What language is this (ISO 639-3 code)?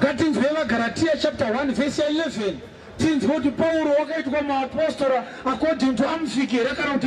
sna